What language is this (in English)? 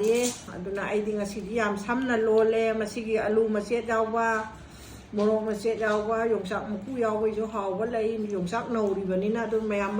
Manipuri